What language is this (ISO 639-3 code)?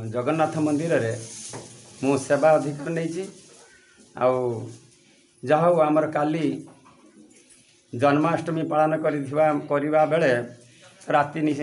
ori